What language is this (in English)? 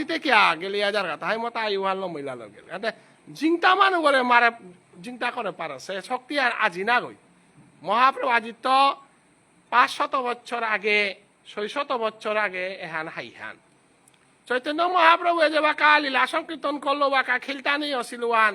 Bishnupriya